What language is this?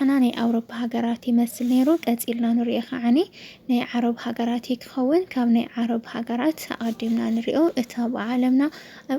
Tigrinya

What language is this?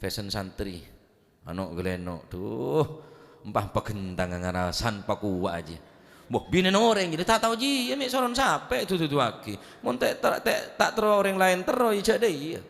Madurese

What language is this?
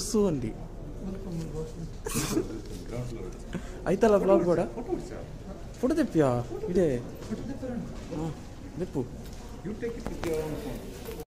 Tulu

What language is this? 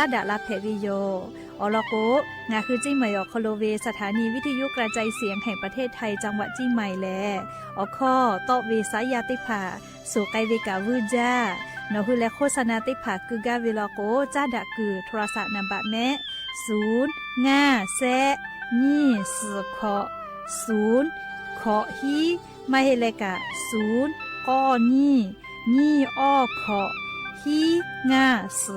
Lahu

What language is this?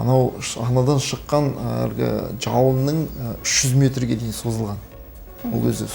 Kazakh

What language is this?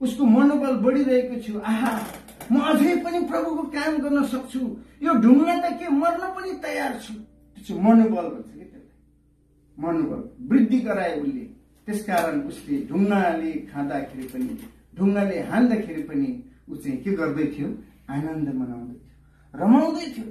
Nepali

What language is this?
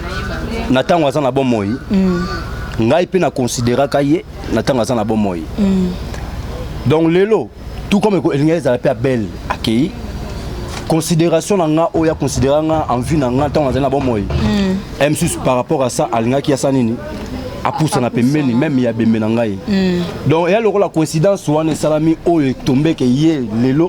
Lingala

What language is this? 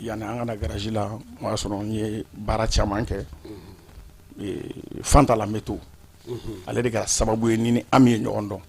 Bambara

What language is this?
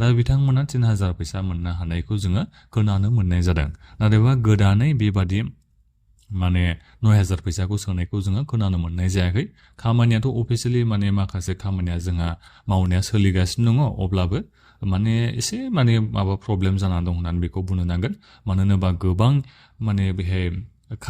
Bodo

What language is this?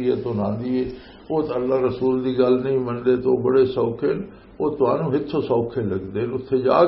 Western Panjabi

